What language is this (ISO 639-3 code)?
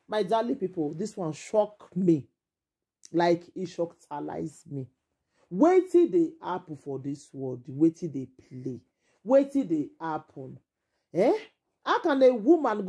pcm